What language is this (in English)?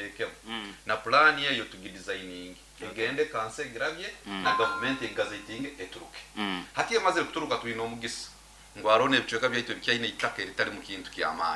Nyoro